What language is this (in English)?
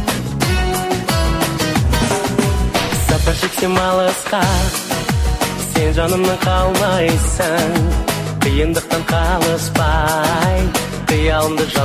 Kazakh